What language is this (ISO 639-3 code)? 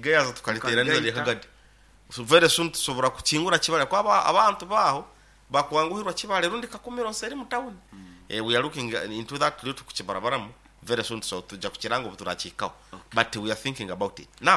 nyo